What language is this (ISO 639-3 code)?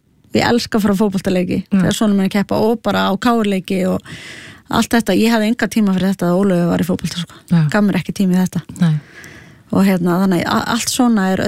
isl